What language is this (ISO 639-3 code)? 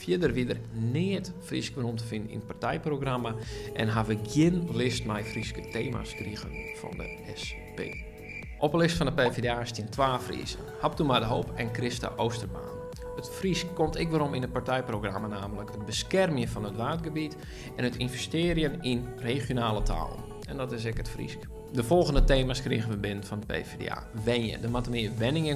fry